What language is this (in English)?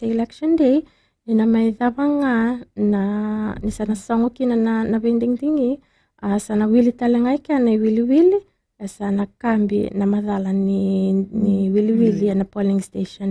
Fijian